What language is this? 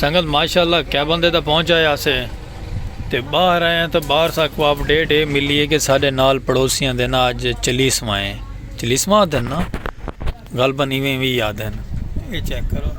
Saraiki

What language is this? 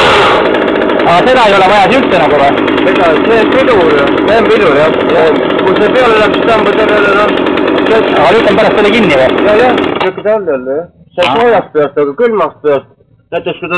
Estonian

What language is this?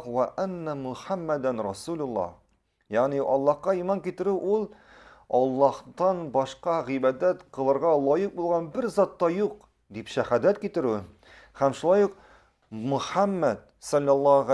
Tatar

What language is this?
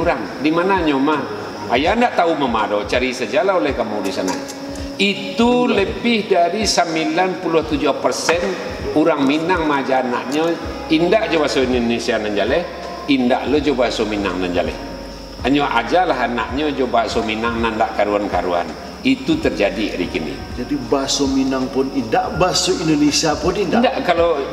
Minangkabau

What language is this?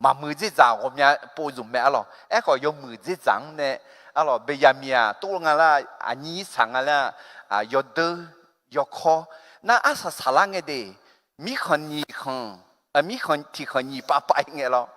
Akha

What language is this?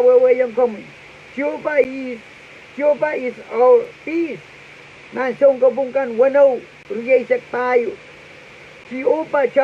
Pohnpeian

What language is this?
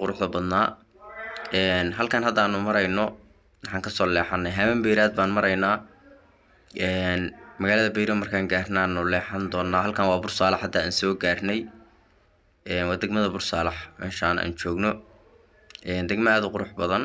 Somali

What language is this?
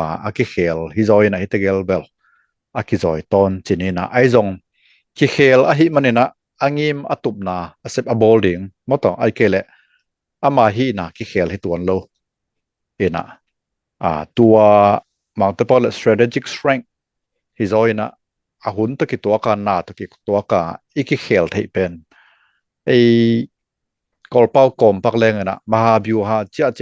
Tedim Chin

